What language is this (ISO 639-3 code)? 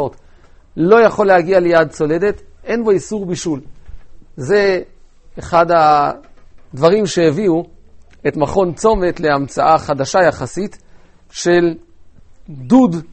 heb